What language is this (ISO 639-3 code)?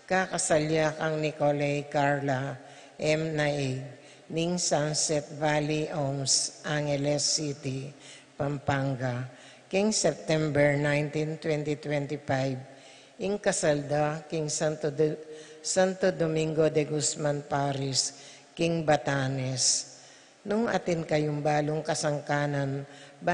pam